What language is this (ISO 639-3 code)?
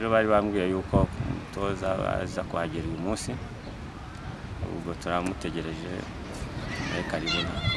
kin